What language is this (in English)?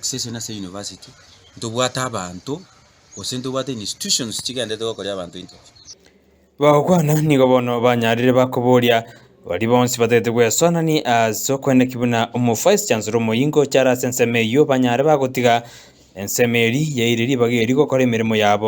Gusii